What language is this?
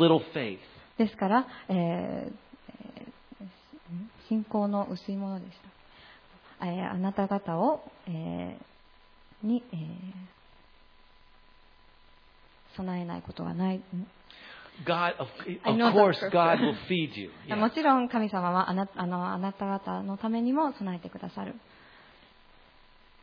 Japanese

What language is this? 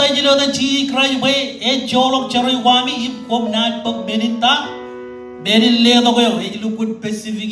Marshallese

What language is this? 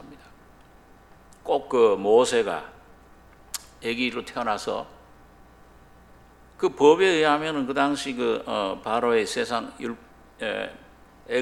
Korean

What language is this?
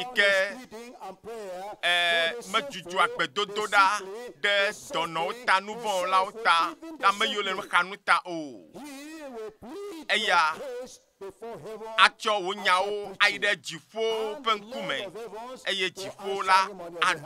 Ewe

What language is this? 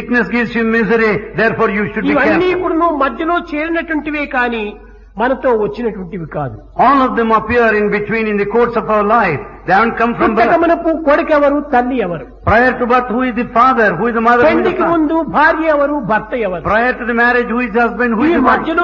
Telugu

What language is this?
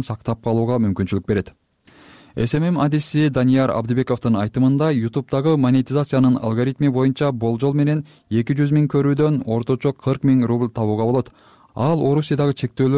Kyrgyz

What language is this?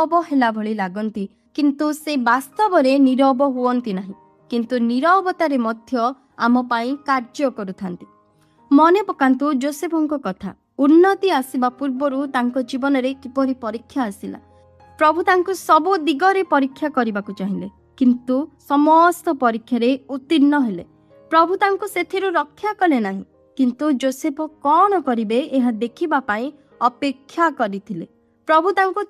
Odia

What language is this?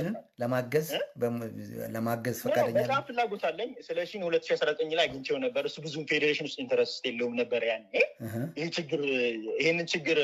Amharic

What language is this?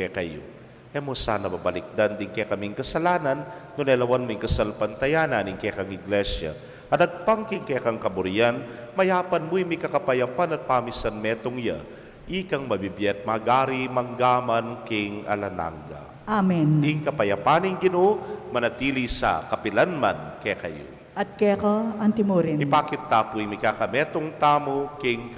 Pampanga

